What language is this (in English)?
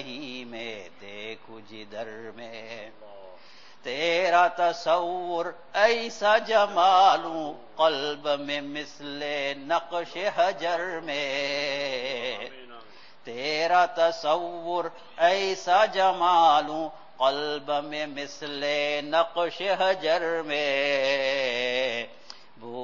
Urdu